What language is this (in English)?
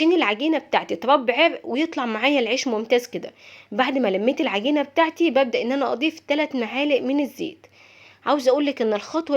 Egyptian Arabic